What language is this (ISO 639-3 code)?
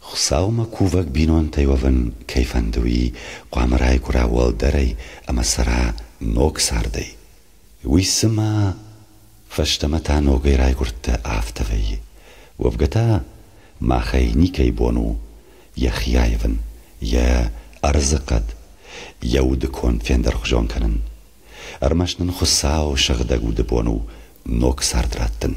oss